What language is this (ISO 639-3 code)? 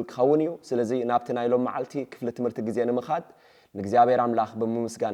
tir